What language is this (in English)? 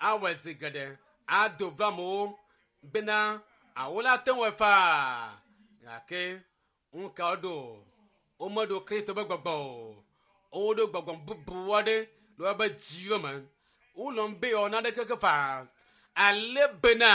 Ewe